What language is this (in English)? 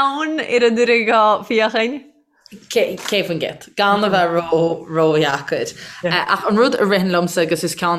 Irish